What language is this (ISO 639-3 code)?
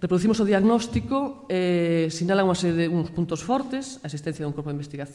glg